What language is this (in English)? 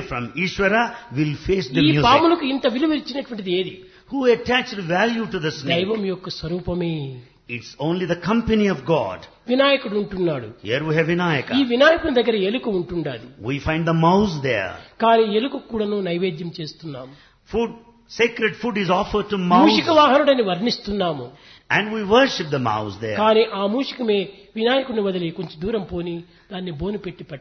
Telugu